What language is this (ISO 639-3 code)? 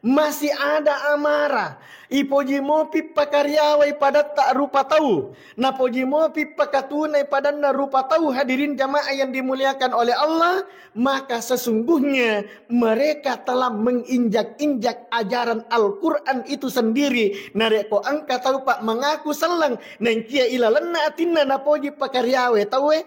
bug